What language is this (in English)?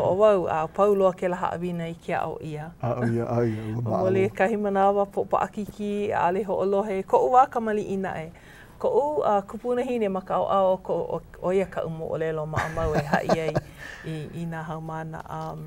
Hawaiian